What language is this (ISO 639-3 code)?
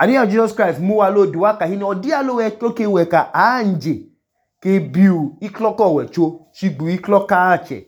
idu